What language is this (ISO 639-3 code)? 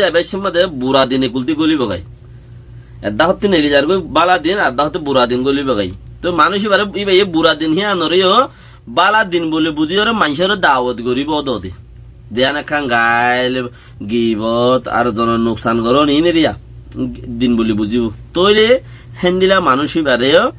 rhg